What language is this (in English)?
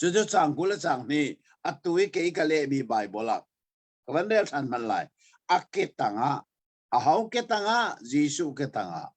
Hakha Chin